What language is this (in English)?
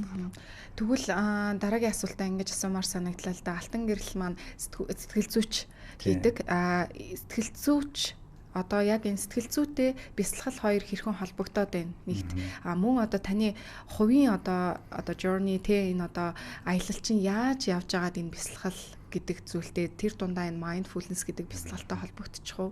Mongolian